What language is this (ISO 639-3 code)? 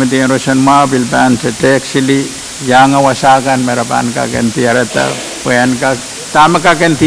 pon